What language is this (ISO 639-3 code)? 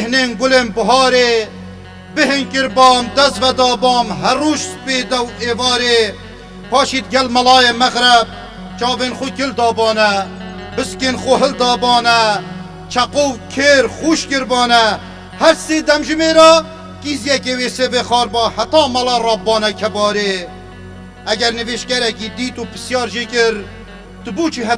kur